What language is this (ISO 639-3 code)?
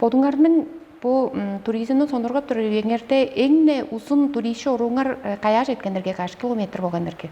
tyv